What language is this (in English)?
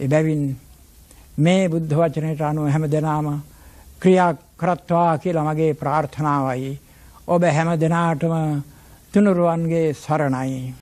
Sinhala